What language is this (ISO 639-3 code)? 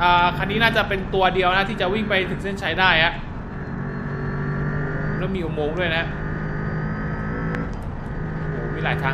tha